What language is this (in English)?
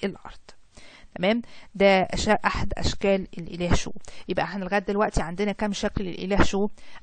Egyptian Arabic